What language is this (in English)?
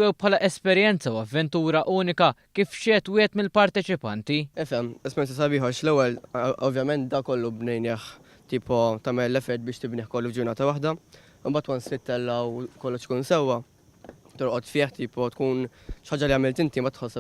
Maltese